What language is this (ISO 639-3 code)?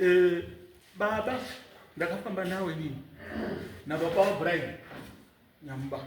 sna